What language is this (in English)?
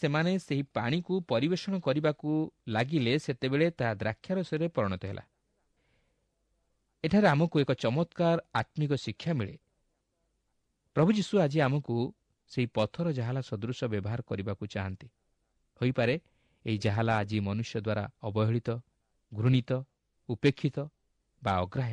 Odia